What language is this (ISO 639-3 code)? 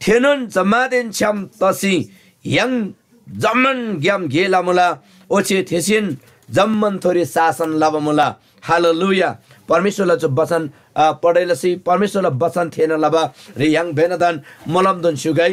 taj